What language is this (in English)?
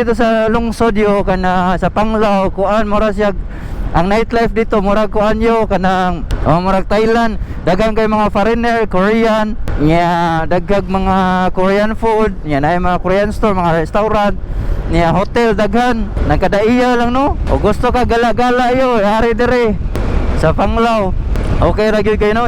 Cebuano